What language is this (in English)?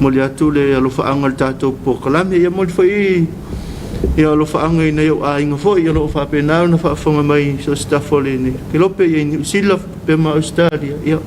Samoan